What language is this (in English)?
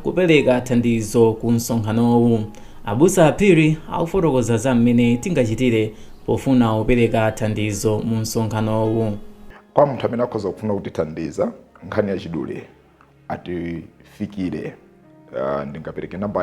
Nyanja